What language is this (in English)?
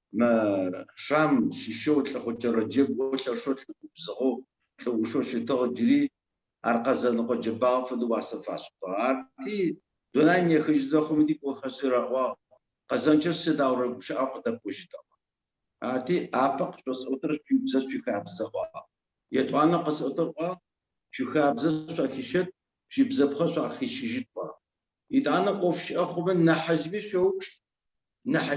Adyghe